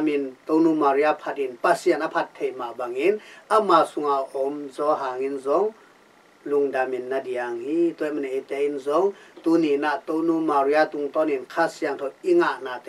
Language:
Tedim Chin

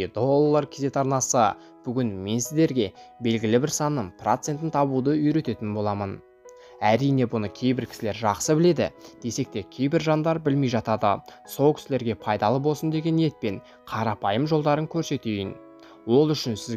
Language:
Kazakh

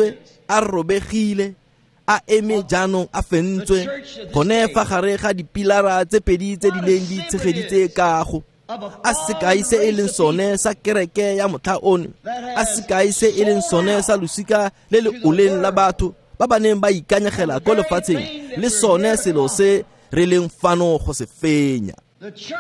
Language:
Tswana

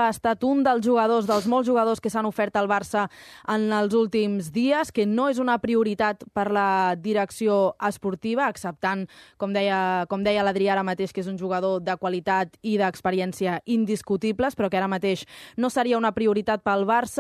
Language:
Catalan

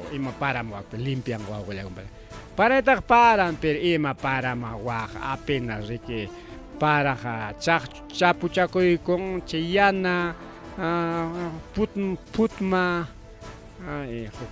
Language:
Ayacucho Quechua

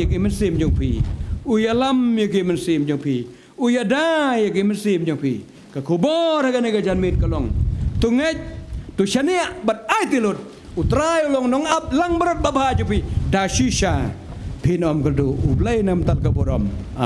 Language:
Khasi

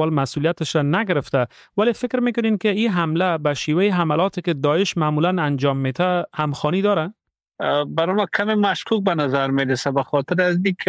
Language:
Persian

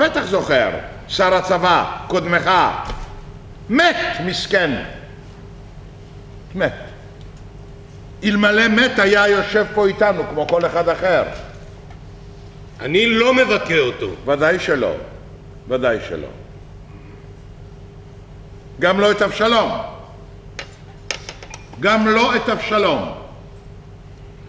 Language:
Hebrew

